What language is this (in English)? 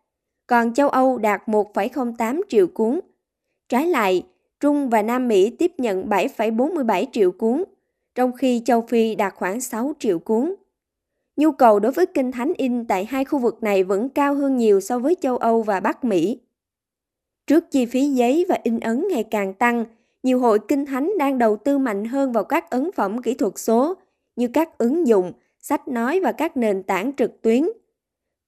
Vietnamese